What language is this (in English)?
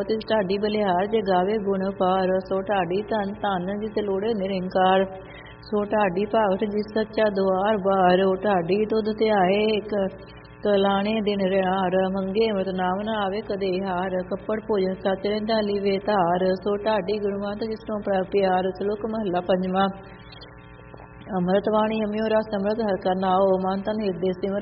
Punjabi